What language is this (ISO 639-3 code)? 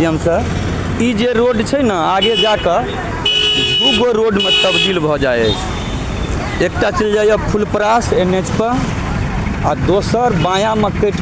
mai